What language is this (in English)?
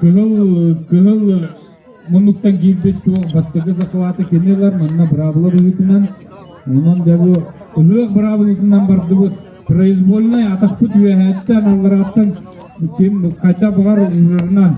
Yakut